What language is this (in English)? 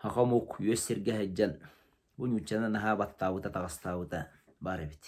Yakut